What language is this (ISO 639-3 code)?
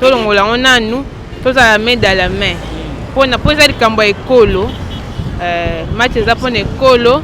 lin